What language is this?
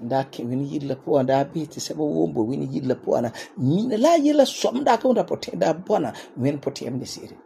Frafra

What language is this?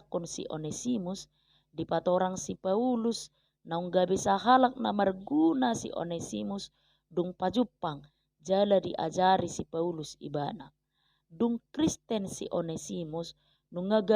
Batak Toba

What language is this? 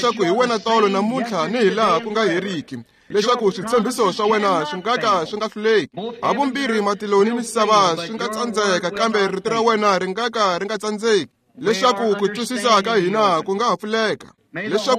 Tsonga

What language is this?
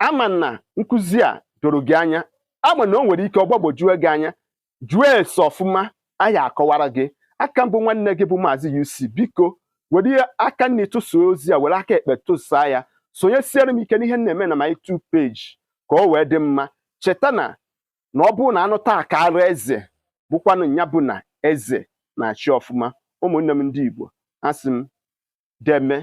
Igbo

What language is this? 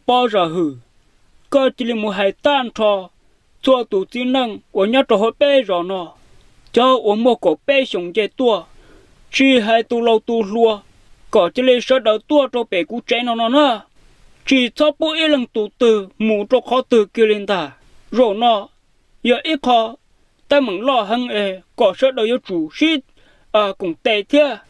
Hmong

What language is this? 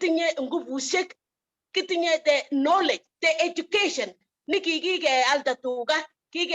Kalenjin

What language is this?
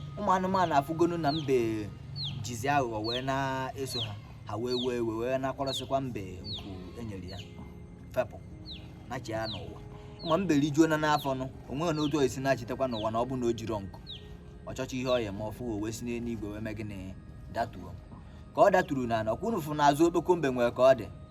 Igbo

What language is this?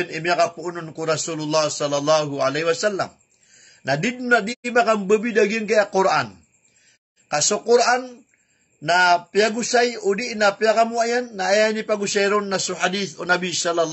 Maranao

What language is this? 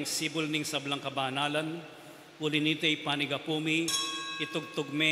Pampanga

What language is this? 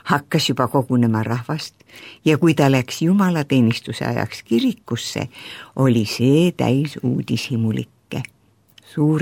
Estonian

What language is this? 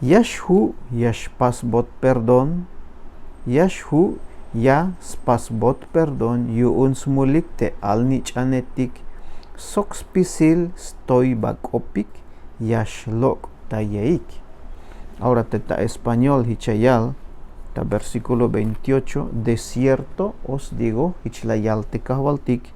Tzeltal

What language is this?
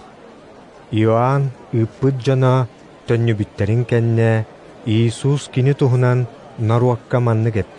Yakut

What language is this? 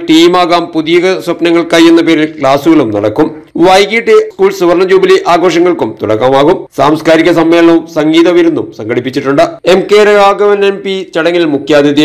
Malayalam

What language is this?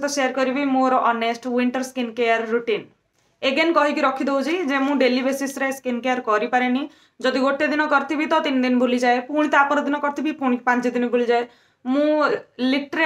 Odia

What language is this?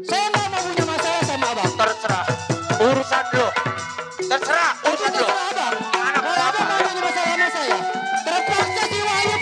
Betawi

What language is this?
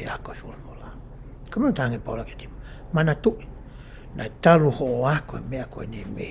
Tongan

